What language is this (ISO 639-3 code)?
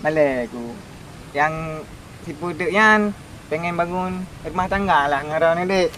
ace